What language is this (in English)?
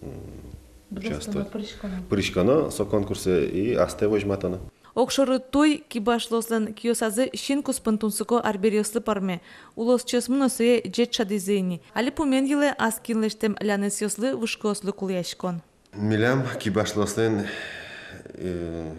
Udmurt